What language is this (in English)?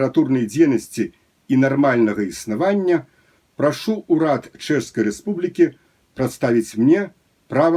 Belarusian